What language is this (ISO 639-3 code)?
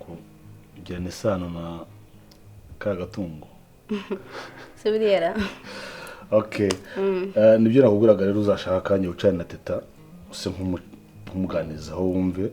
kin